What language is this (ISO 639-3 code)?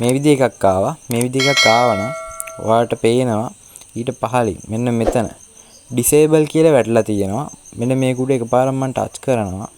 sin